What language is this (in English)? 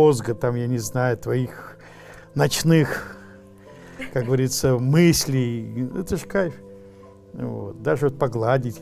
Russian